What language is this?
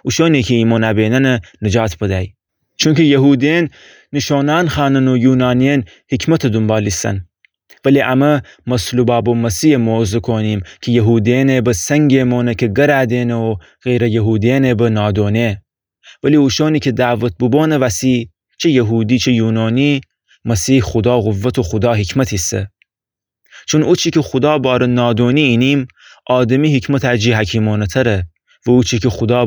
Gilaki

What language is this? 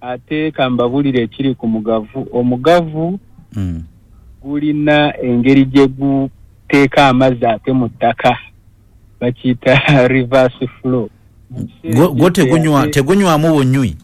Ganda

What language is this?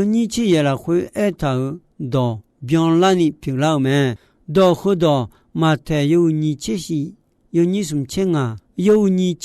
Akha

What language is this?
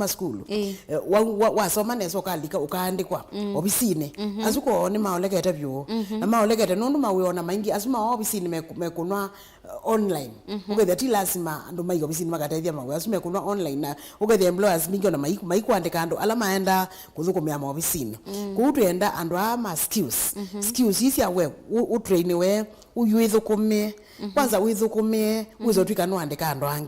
Kamba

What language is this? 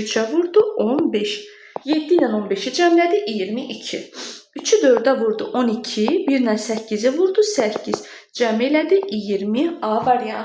Azerbaijani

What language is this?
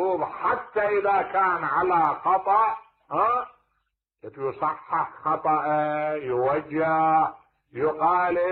Mesopotamian Arabic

